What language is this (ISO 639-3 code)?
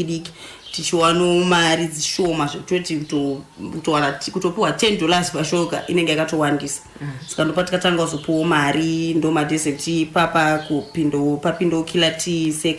sna